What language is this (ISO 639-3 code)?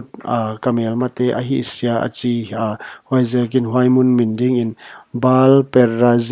pck